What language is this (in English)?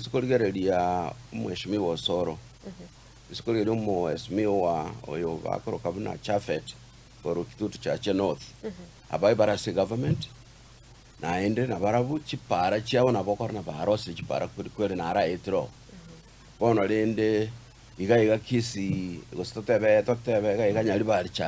Gusii